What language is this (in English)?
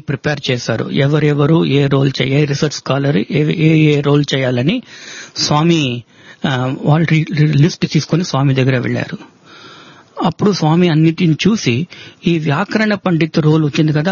Telugu